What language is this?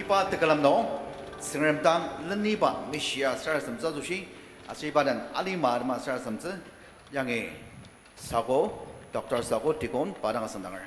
Ao Naga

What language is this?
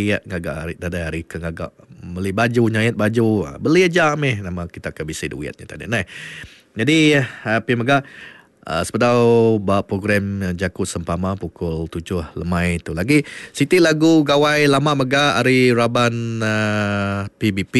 Iban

